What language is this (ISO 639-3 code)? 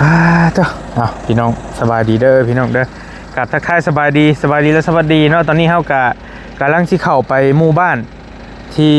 lao